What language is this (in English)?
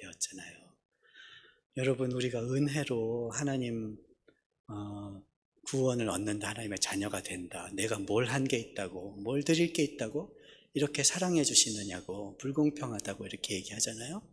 Korean